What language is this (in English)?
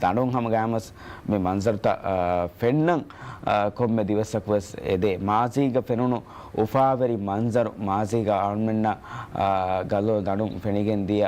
Divehi